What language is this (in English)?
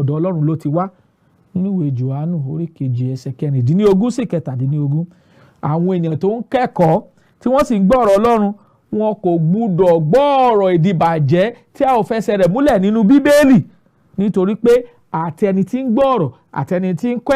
Yoruba